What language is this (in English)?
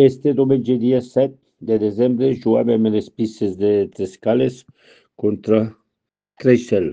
Catalan